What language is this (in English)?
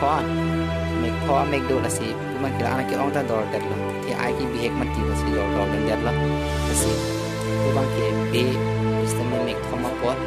Karbi